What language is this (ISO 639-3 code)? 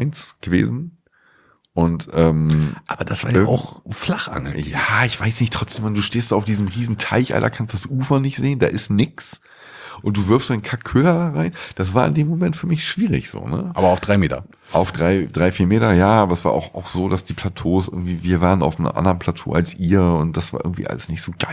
deu